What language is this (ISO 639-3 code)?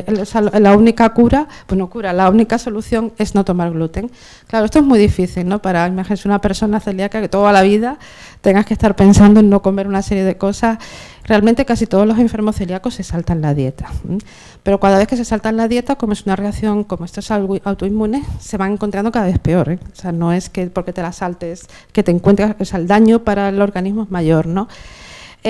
spa